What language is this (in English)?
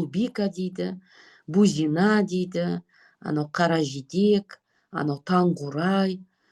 Kazakh